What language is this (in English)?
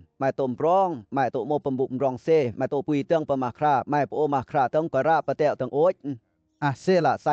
Western Lawa